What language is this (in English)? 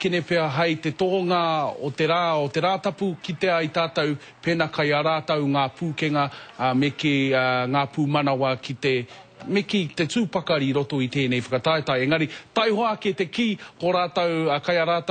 Māori